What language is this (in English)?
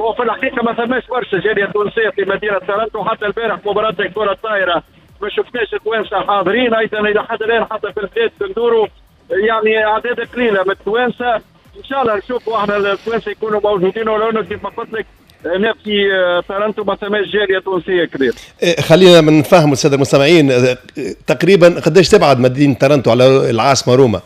Tunisian Arabic